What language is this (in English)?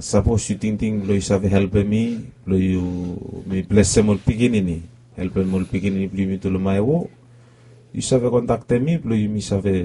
Bislama